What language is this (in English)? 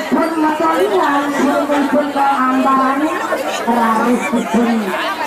Balinese